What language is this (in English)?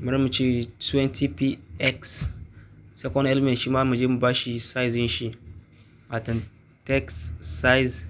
Hausa